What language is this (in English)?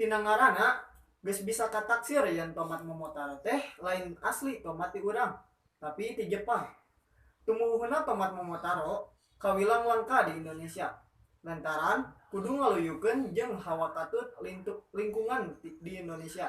Sundanese